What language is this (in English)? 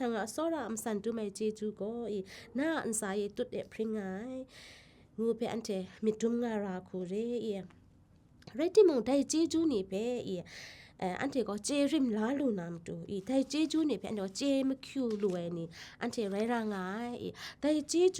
Kachin